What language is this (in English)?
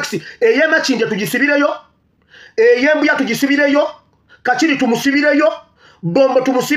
Ganda